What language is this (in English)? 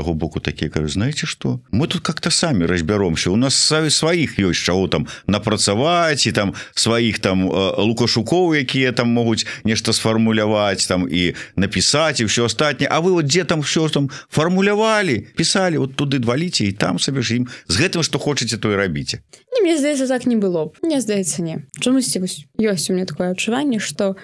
Belarusian